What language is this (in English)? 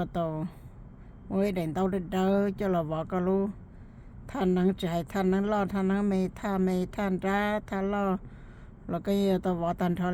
Hmong